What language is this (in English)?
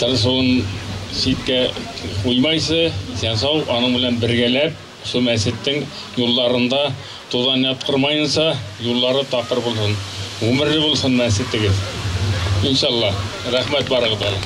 Bashkir